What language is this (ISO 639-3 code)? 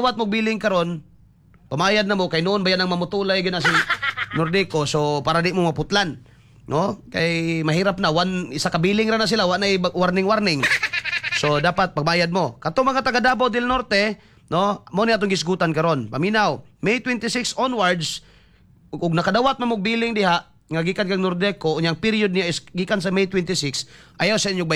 ceb